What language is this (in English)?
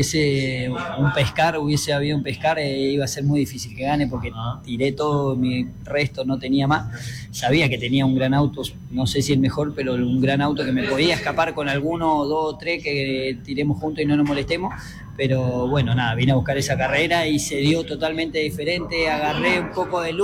Spanish